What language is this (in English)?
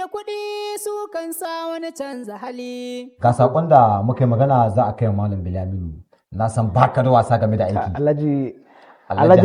Hausa